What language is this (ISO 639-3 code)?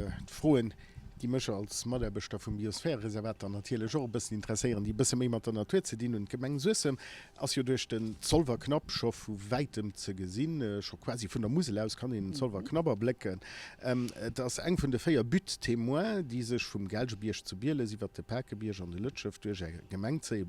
ltz